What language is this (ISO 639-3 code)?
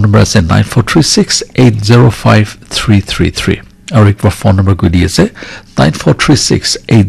nag